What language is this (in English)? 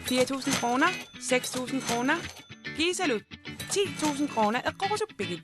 Kalaallisut